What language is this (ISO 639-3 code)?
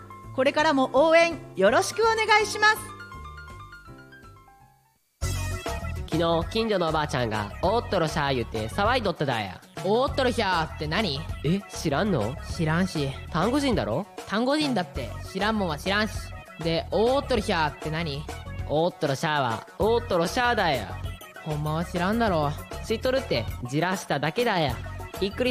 jpn